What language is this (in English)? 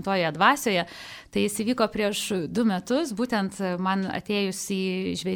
Lithuanian